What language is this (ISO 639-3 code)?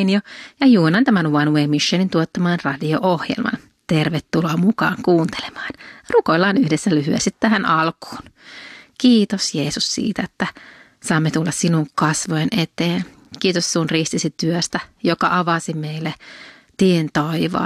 fin